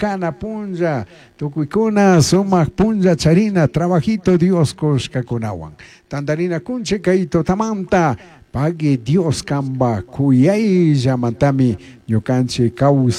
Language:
Chimborazo Highland Quichua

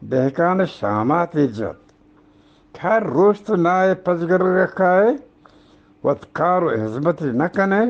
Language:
Eastern Balochi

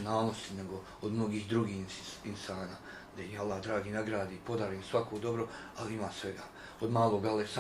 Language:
Bosnian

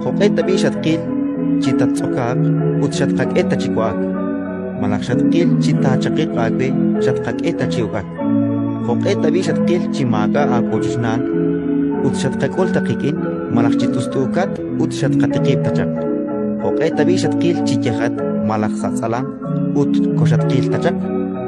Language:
Kekchí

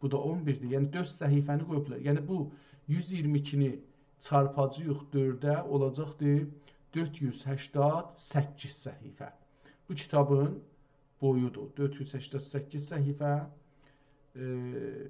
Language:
South Azerbaijani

